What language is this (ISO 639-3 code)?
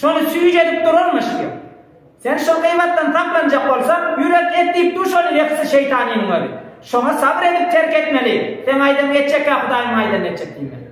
tuk